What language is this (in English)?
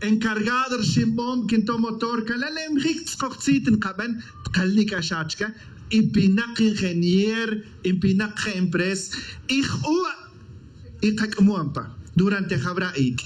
Tz'utujil